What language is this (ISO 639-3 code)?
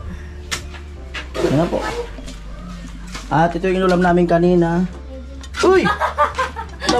fil